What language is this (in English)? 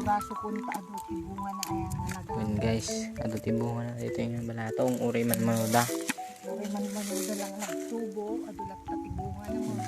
Iloko